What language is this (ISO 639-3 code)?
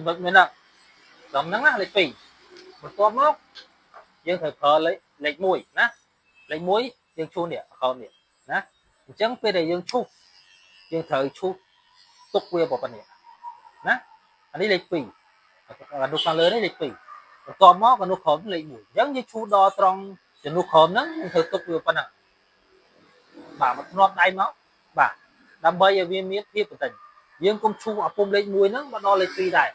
khm